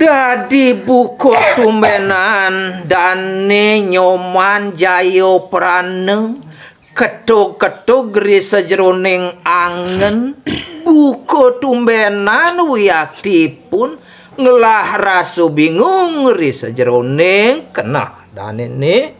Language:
Balinese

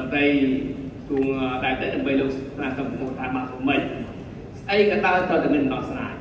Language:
Khmer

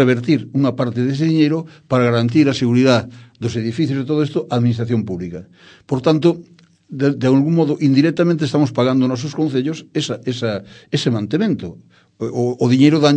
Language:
Galician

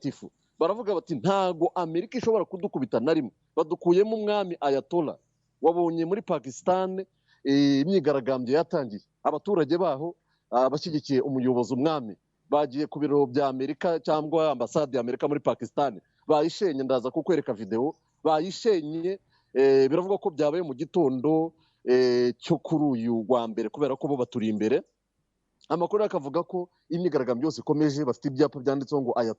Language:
Kinyarwanda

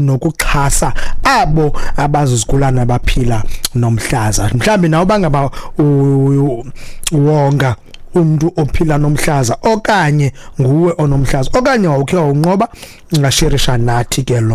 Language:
Xhosa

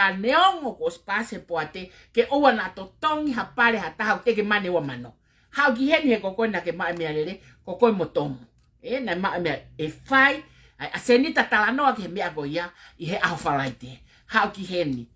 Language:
Tongan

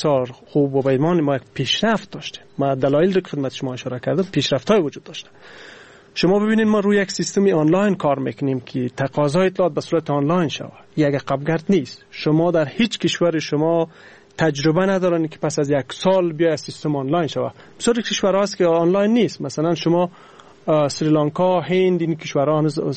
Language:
Persian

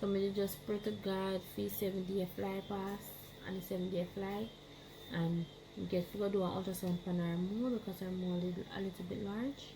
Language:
Jamaican Creole English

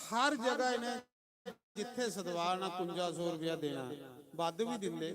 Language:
Dogri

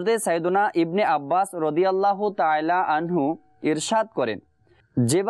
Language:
Bangla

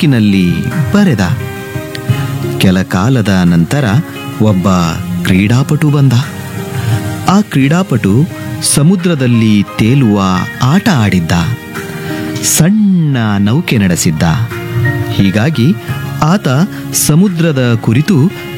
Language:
Kannada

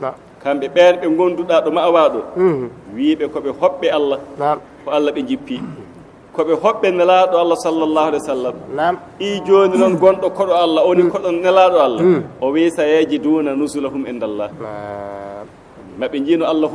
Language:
Fula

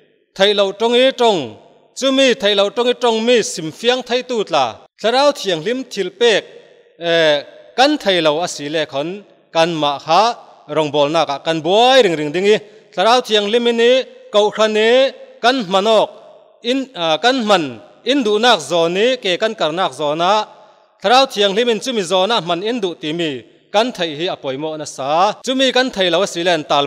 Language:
Falam Chin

